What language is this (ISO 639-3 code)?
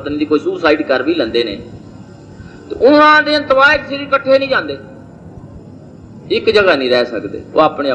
pan